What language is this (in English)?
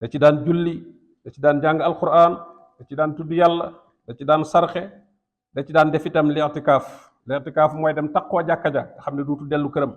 Wolof